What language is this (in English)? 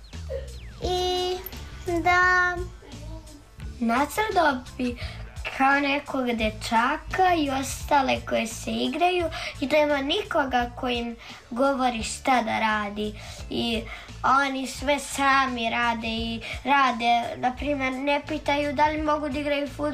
Serbian